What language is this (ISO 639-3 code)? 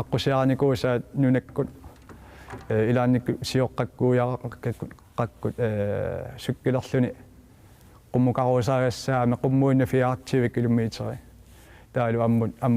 kal